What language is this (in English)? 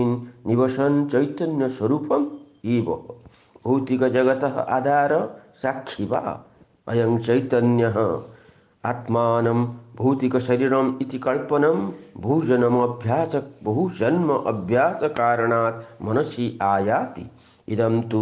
Sanskrit